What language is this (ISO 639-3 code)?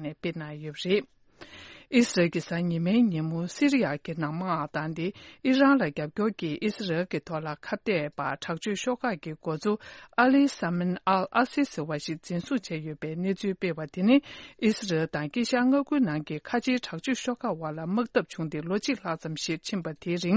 bod